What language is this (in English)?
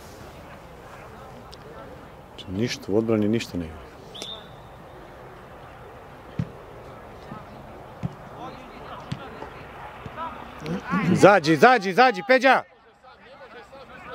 Serbian